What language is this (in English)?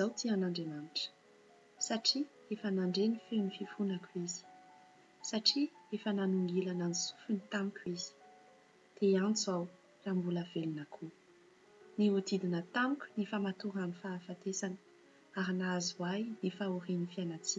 Malagasy